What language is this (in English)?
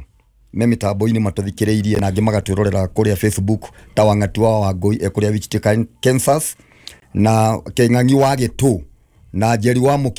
Kikuyu